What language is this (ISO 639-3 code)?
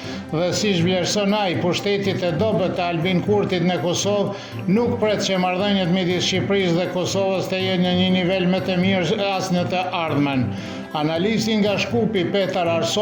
sqi